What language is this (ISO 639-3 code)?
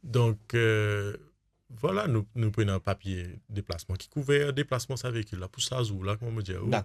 mfe